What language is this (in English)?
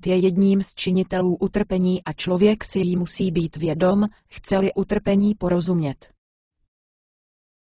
Czech